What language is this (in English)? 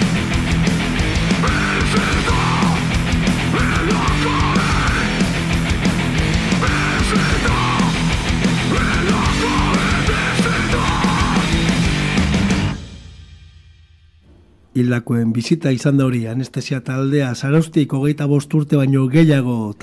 Basque